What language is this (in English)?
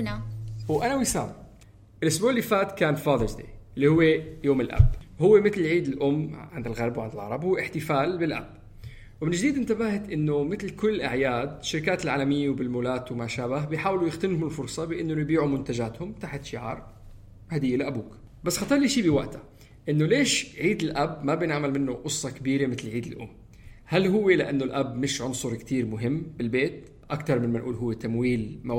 North Levantine Arabic